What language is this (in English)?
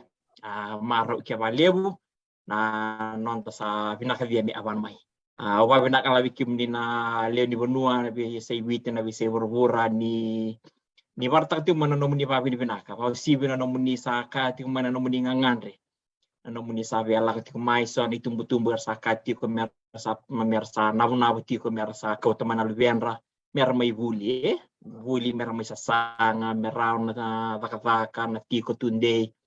Fijian